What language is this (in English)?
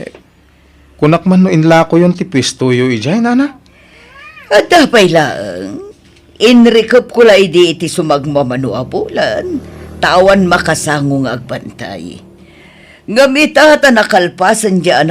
Iloko